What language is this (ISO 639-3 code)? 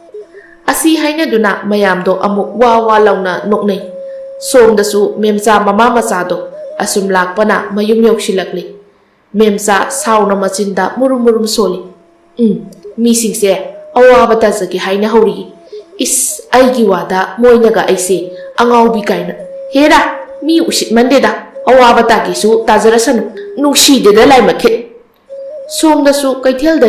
mni